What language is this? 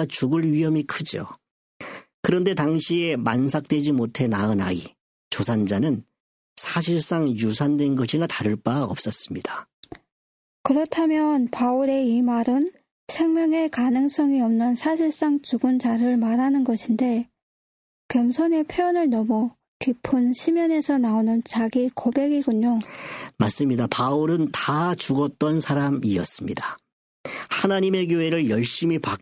Korean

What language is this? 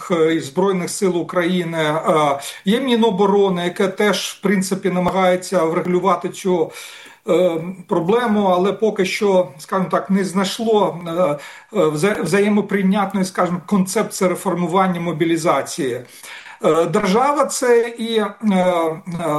Ukrainian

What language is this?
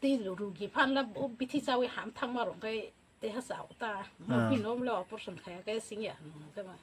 Kok Borok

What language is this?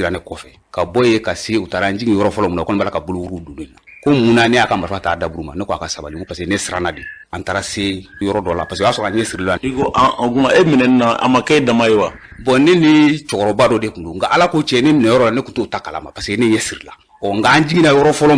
Bambara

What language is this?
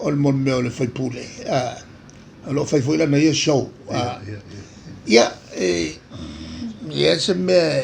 Samoan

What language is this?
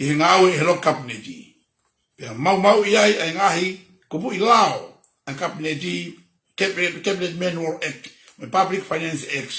Tongan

